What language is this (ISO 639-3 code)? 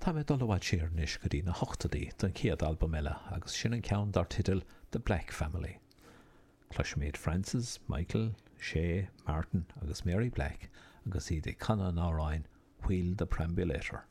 gle